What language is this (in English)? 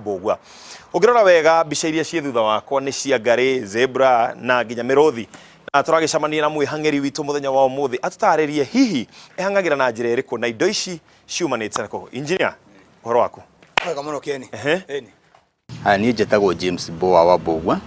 Kikuyu